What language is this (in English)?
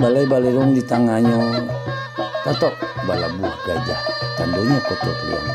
Minangkabau